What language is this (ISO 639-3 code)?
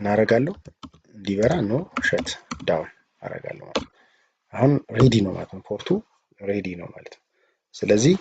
amh